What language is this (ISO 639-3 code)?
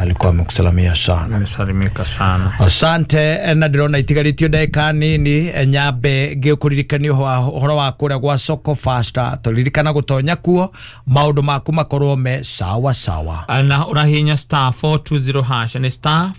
kik